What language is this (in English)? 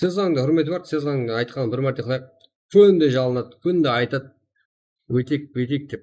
Kara-Kalpak